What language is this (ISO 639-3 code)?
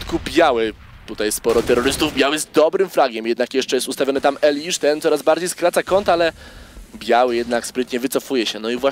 pol